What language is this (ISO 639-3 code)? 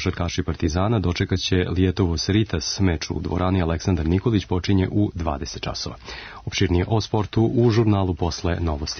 srp